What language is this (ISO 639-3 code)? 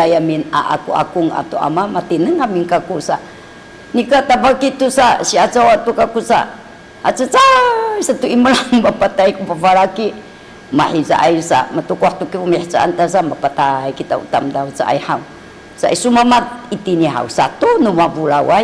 szy